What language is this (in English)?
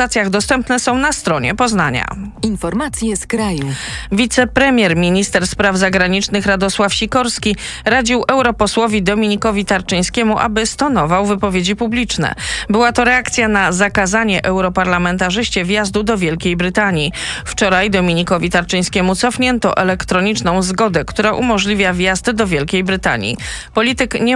Polish